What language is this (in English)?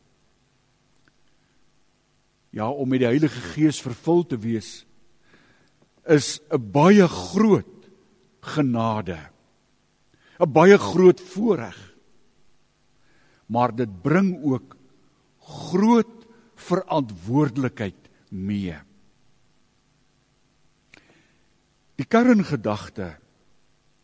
Afrikaans